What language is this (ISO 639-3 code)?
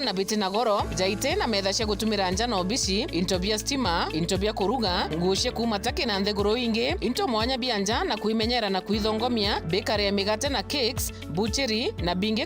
mer